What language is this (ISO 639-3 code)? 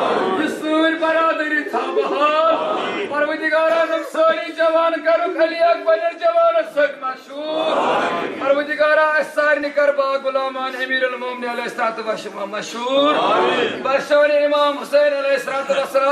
kas